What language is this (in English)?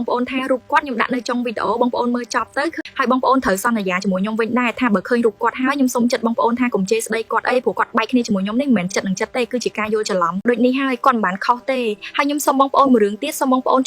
Khmer